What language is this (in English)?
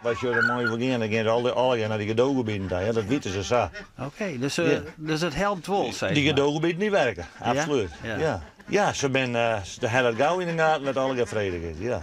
Western Frisian